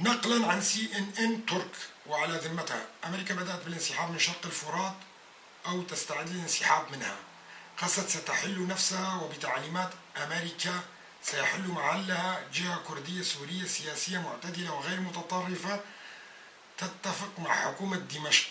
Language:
North Levantine Arabic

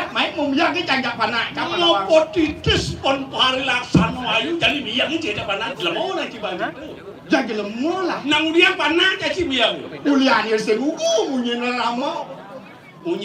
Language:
Balinese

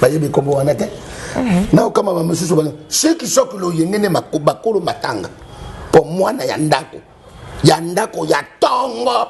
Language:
Lingala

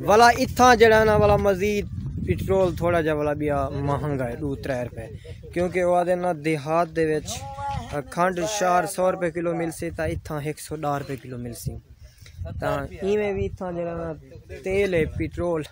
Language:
Saraiki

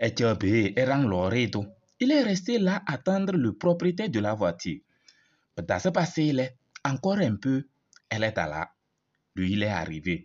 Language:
Kabiyè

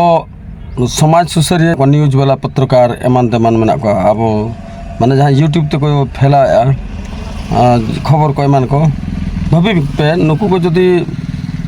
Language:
Santali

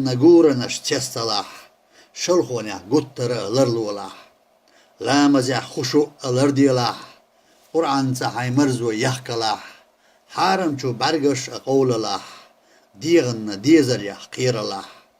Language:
Chechen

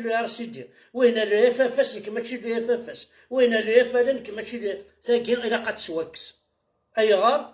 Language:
Kabyle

